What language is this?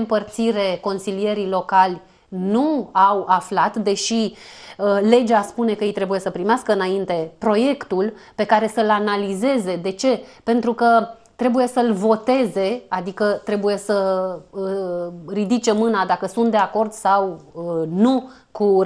Romanian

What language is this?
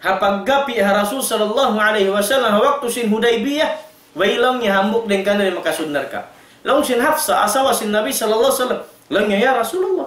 Tausug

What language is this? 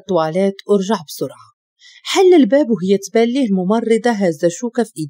Moroccan Arabic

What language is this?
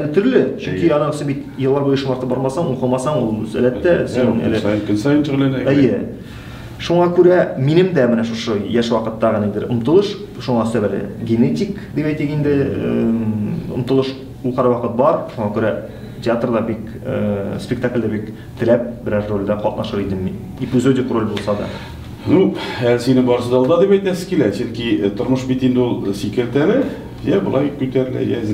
Tatar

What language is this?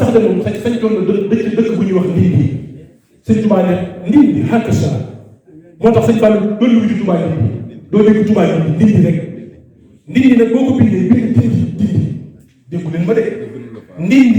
Wolof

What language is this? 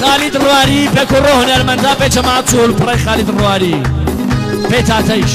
Gurani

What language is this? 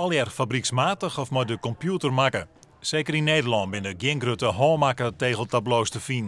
Western Frisian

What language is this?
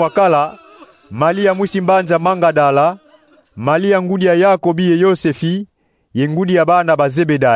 Kongo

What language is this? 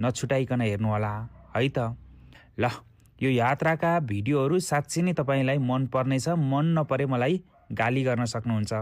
Nepali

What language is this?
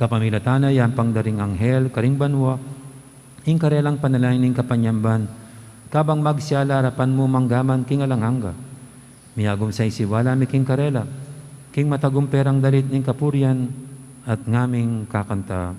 Pampanga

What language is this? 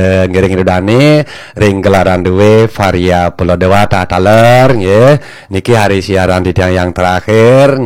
Balinese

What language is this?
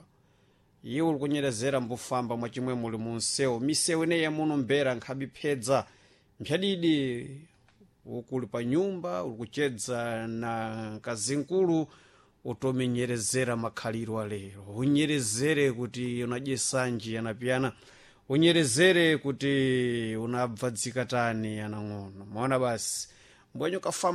Sena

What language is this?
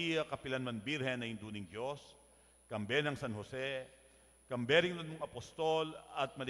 Pampanga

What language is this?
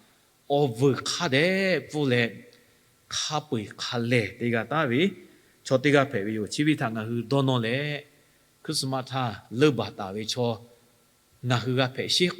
Lahu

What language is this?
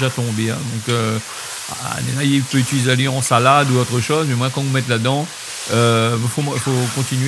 Réunion Creole French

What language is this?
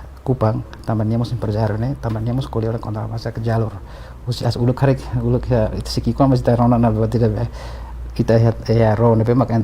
Tetum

